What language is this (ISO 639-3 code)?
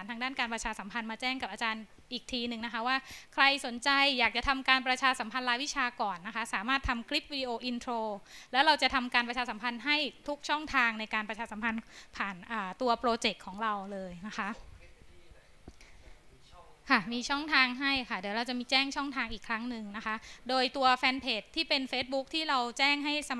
tha